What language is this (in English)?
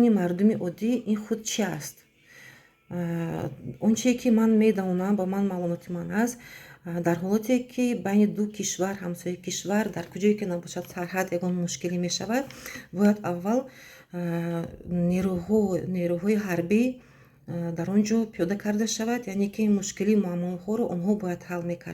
Tajik